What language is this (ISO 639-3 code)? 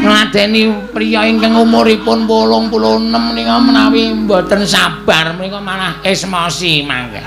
jav